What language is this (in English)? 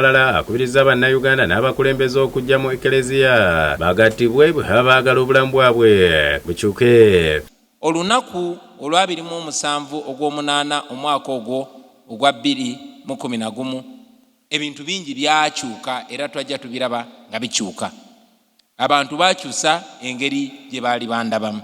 Ganda